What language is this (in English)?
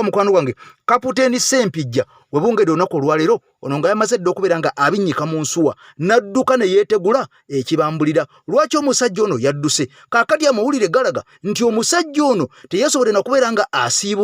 Ganda